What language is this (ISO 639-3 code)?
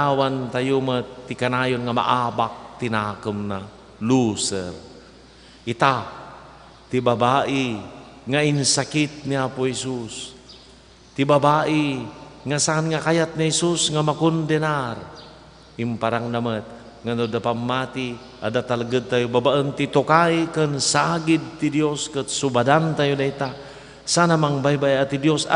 ilo